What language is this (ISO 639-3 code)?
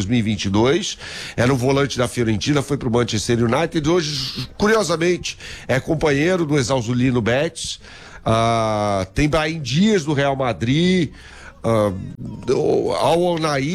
por